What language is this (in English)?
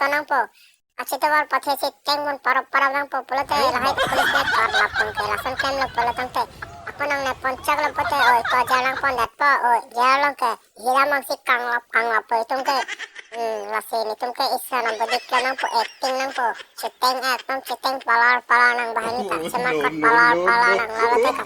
Karbi